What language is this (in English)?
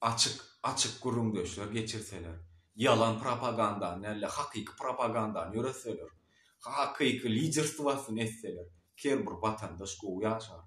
Turkmen